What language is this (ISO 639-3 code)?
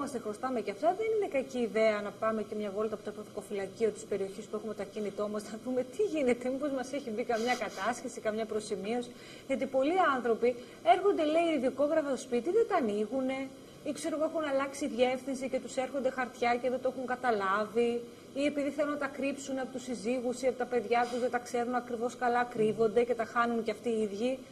ell